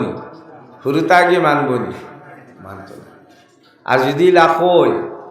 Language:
Sylheti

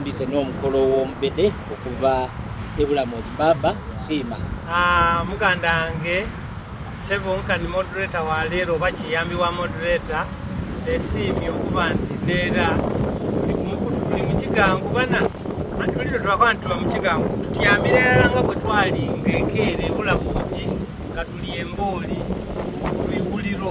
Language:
Soga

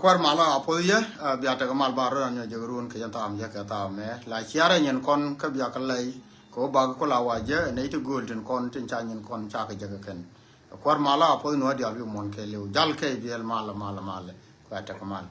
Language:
Nuer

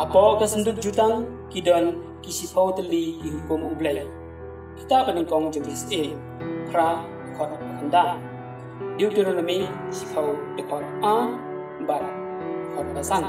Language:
Khasi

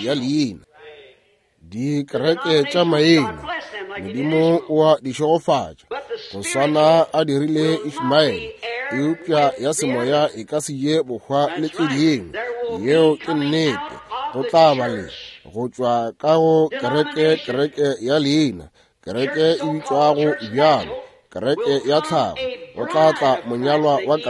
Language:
Northern Sotho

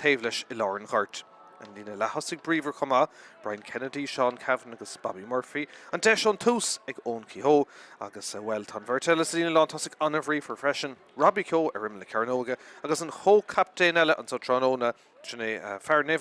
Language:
Irish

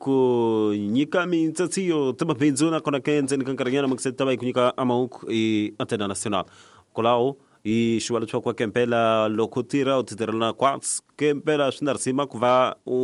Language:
Tsonga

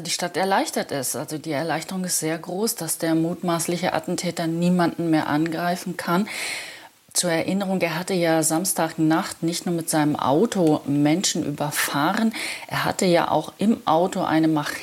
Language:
German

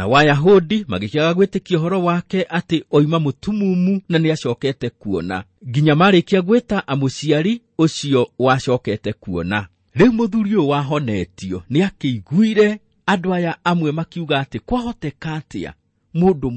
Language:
Kikuyu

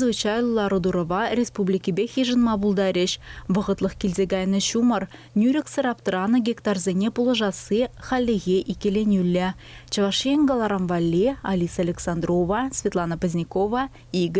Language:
Chuvash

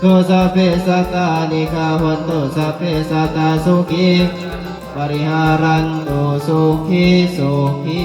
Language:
Pali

